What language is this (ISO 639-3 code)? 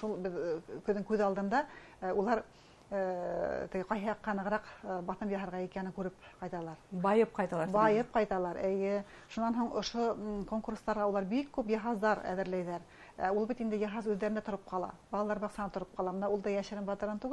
bak